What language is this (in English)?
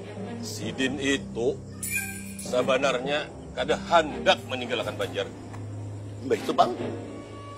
Banjar